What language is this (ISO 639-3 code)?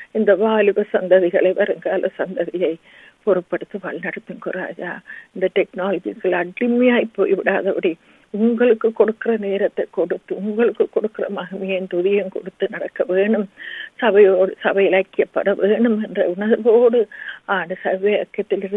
tam